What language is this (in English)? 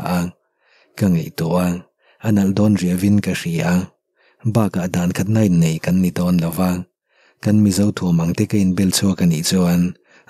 Mizo